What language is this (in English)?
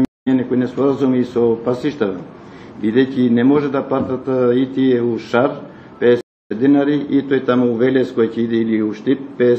Macedonian